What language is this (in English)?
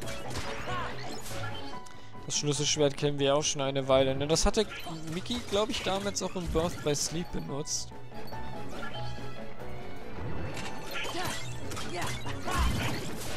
German